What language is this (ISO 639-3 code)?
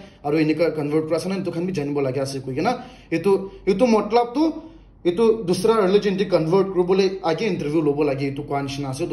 nag